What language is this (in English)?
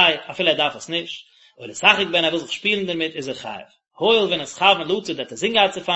Yiddish